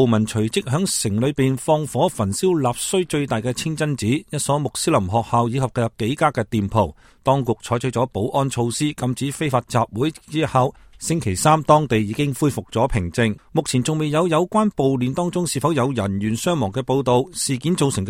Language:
Cantonese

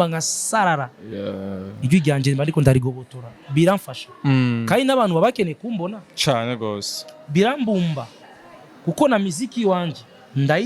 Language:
Rundi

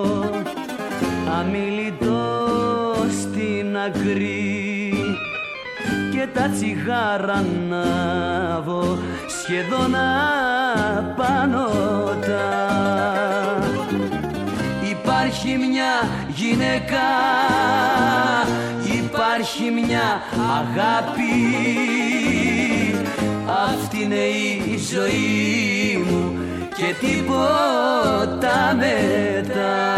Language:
Greek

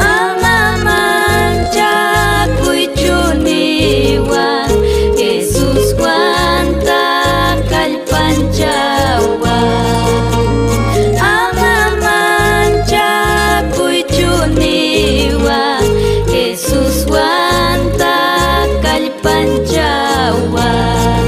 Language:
Ayacucho Quechua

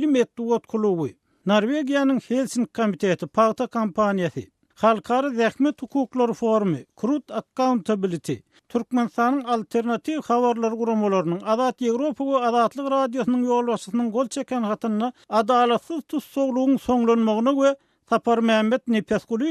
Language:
Turkmen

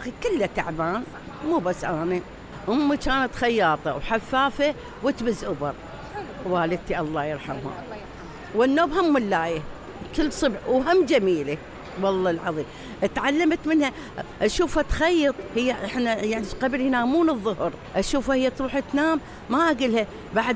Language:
Mesopotamian Arabic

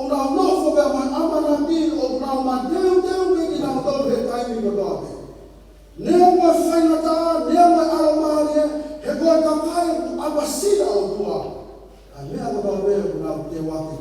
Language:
Tongan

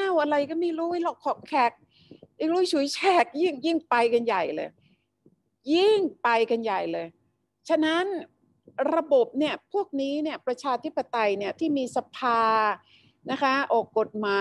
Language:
Thai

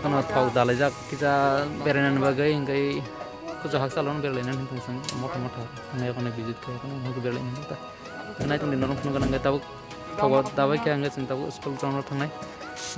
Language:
Kok Borok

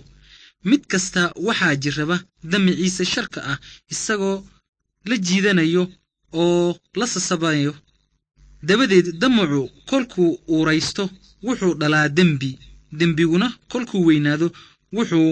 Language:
Somali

